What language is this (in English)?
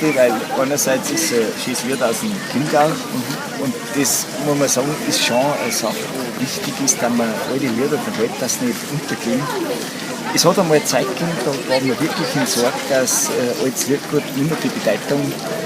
Bavarian